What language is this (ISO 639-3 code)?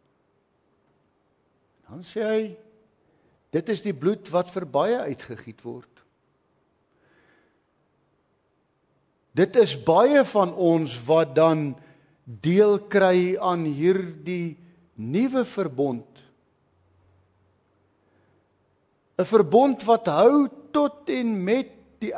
afr